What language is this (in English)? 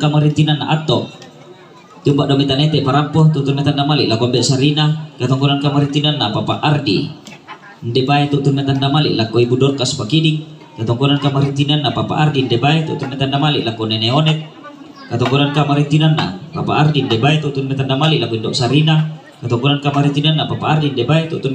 Toraja-Sa'dan